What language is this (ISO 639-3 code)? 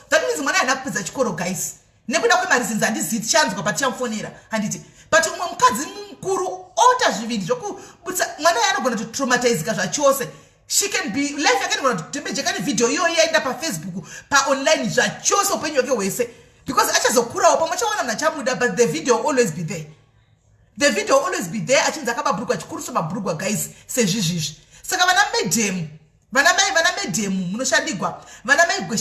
sna